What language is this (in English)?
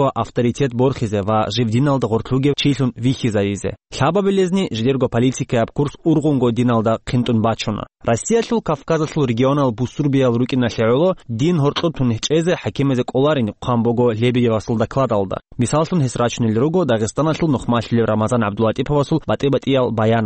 Avaric